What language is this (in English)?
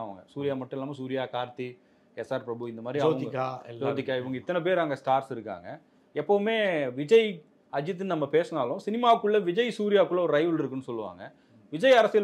Tamil